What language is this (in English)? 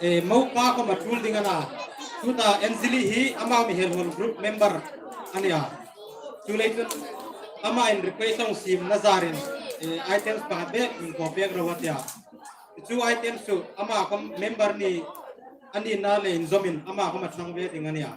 Hmar